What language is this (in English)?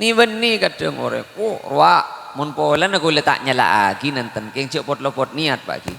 Madurese